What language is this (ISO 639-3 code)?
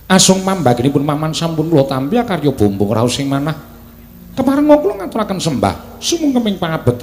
jav